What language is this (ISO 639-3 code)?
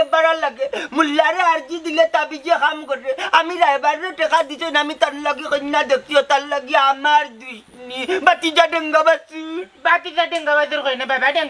syl